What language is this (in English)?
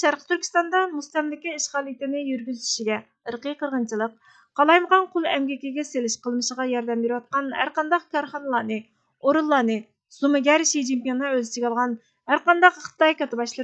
Uyghur